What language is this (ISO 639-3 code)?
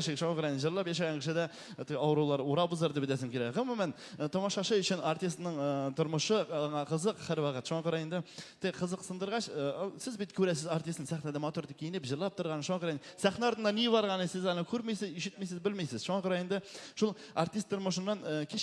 tat